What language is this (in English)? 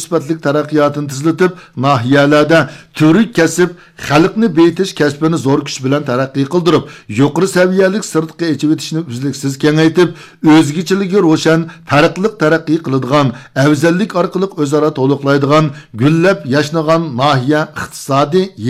Uyghur